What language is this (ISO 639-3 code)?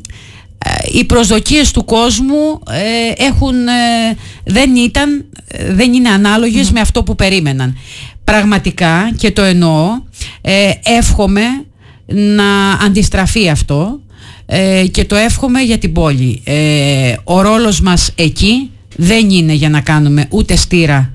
ell